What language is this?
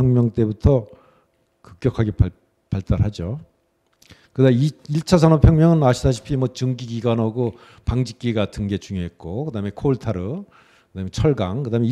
Korean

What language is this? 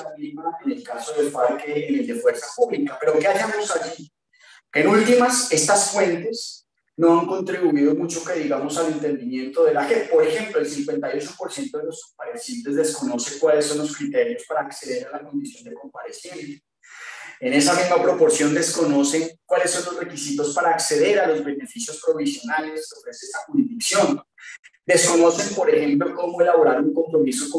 Spanish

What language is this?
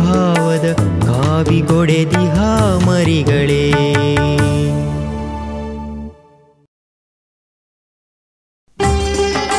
Kannada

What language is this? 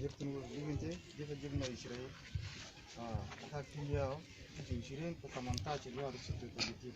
Mabaan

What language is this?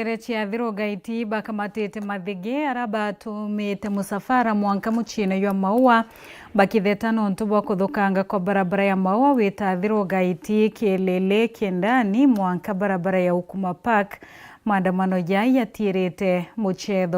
Meru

